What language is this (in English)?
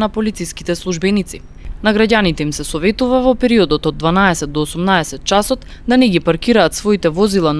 Macedonian